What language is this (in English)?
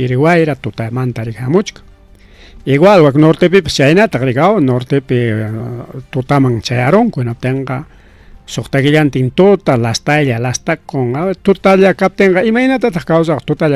Ayacucho Quechua